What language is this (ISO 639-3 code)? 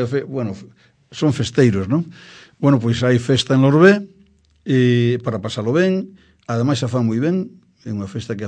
glg